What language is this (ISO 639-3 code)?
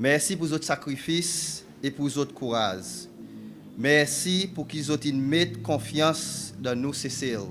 crs